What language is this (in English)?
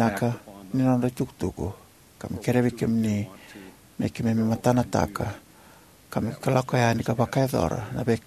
Fijian